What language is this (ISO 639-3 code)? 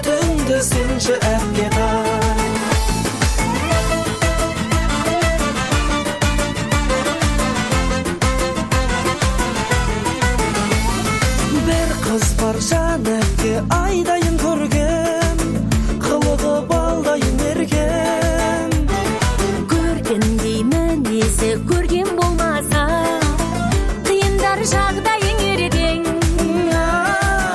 kaz